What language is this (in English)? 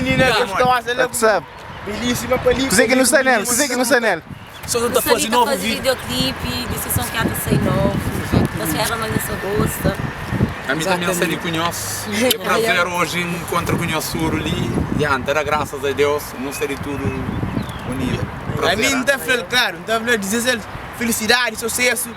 Kabuverdianu